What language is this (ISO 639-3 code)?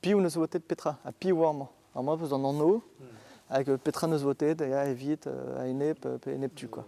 bre